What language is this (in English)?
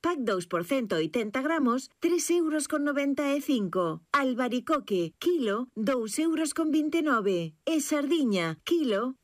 Galician